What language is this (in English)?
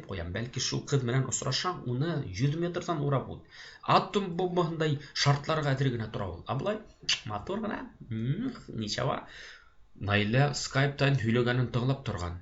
Bashkir